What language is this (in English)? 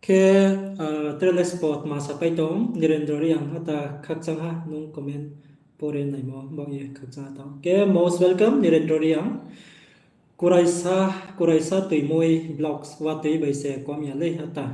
Riang (India)